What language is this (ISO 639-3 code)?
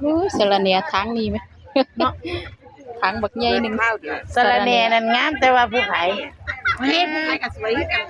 tts